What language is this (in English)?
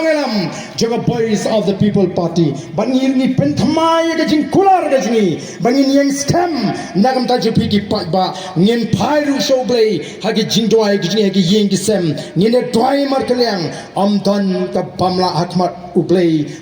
Khasi